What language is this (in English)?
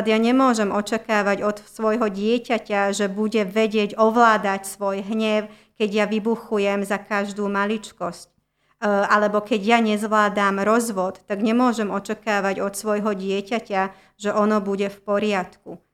Slovak